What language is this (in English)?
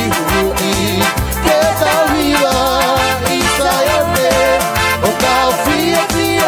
Tongan